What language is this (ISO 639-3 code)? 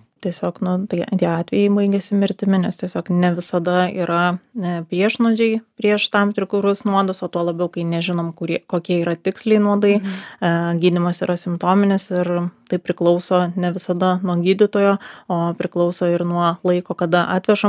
lit